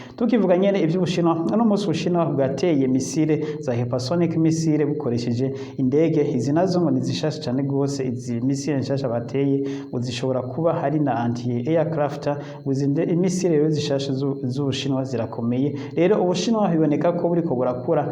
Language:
Rundi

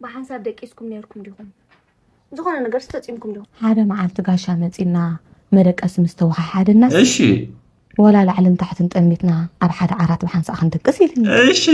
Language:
Tigrinya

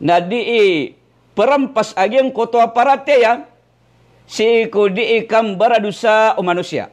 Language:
Maranao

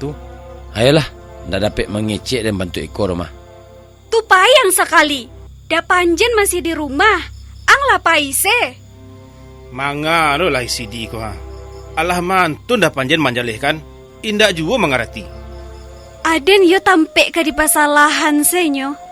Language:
Minangkabau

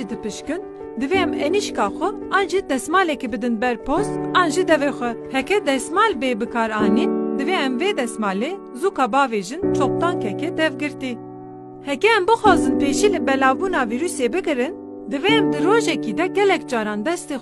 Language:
Kurdish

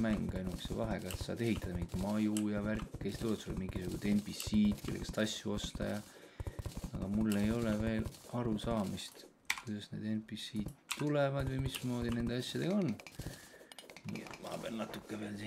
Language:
Estonian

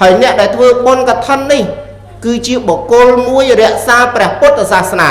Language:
Khmer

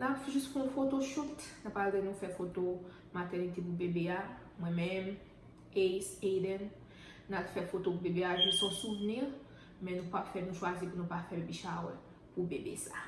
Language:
Haitian Creole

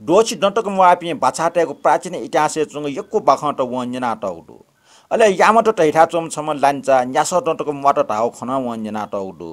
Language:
Newari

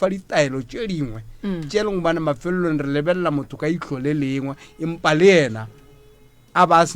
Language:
Northern Sotho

